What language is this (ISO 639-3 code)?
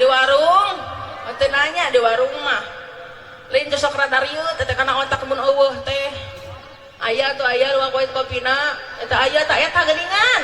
sun